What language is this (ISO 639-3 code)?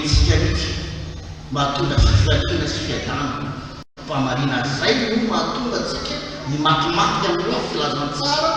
mlg